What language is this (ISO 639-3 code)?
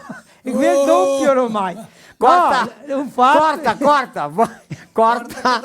vec